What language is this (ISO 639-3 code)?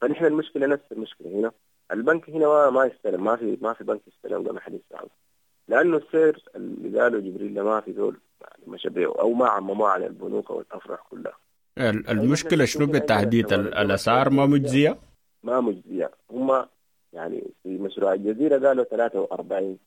apd